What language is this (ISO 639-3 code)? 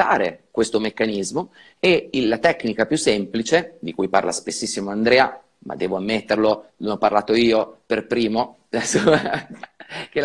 ita